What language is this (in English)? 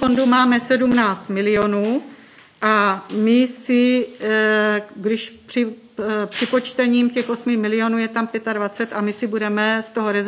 Czech